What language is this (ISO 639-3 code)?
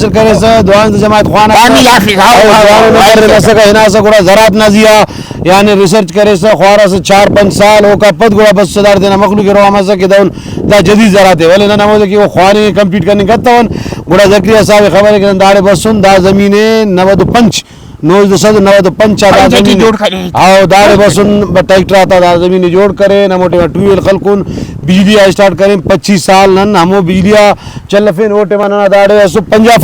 brh